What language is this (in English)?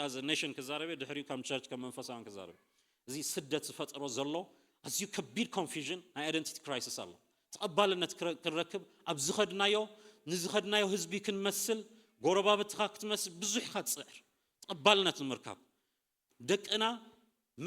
Tigrinya